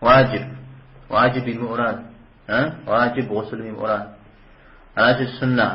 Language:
Kabardian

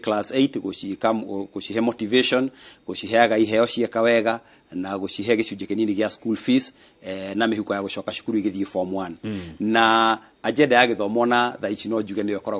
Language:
Kikuyu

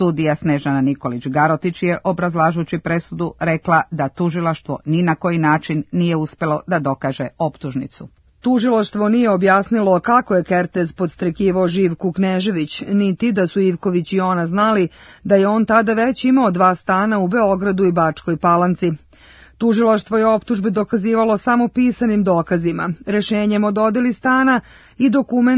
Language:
Serbian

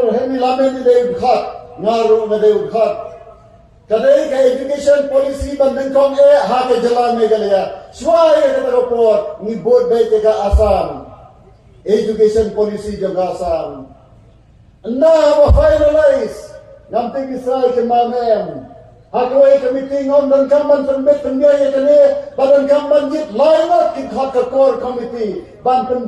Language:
Khasi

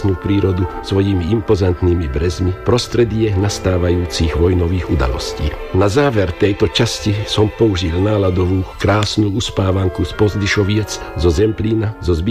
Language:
Slovak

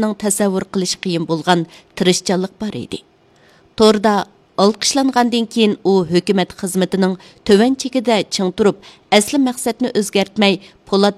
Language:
Uyghur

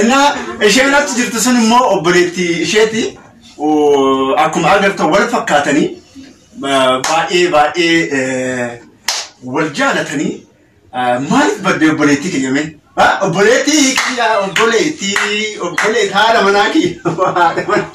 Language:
Oromo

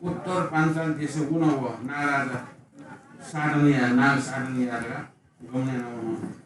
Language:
Newari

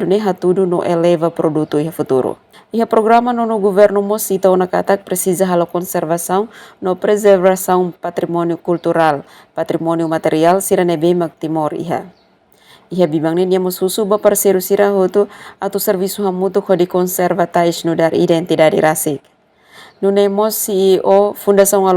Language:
Tetum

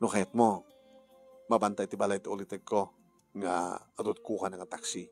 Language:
Iloko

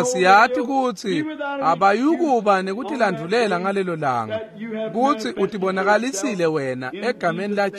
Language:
Swati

